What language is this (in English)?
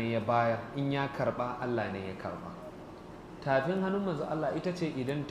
Hausa